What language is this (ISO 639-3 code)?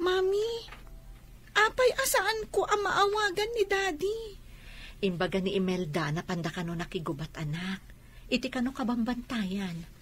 ilo